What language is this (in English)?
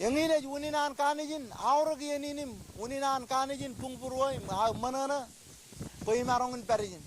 Marshallese